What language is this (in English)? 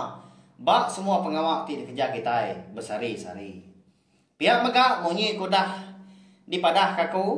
Iban